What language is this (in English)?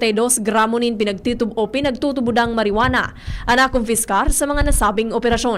Bikol